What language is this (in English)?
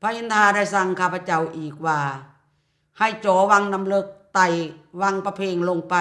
Lao